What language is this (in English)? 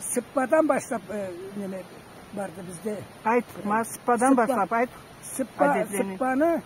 Karachay-Balkar